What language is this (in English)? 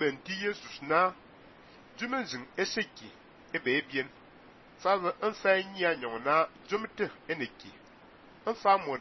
Fang